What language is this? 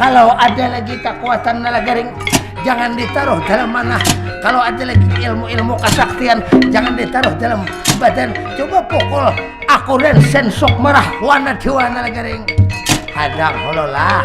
Banjar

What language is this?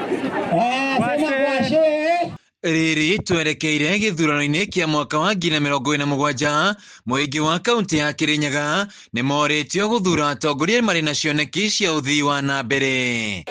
Kikuyu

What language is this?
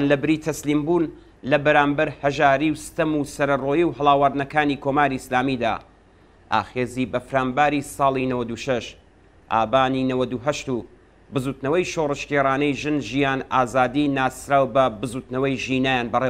Central Kurdish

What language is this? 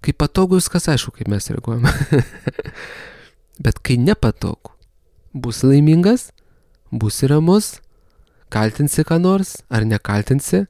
Lithuanian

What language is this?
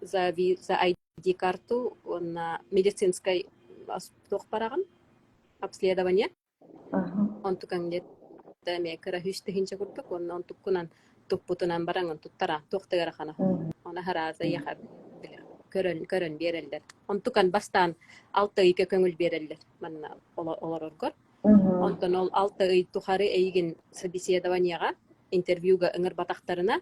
Yakut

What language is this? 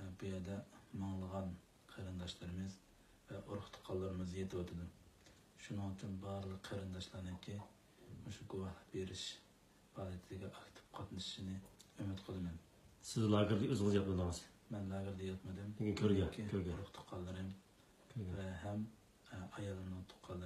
Uyghur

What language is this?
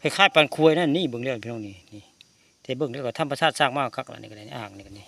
Northeastern Thai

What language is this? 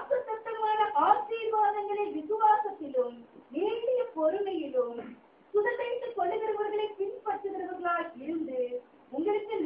Tamil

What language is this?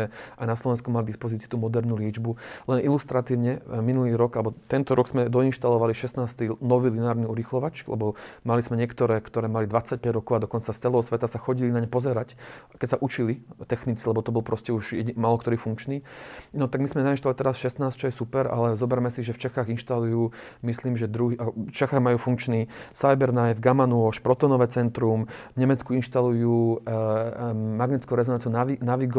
Slovak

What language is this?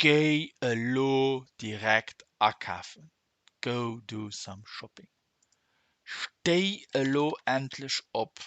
Luxembourgish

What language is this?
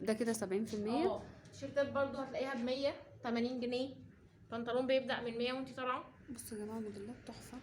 Egyptian Arabic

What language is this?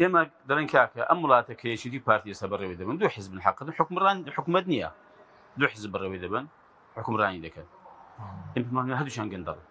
Central Kurdish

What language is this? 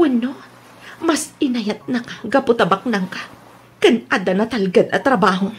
Iloko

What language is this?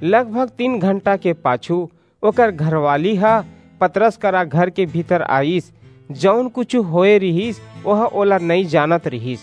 Chhattisgarhi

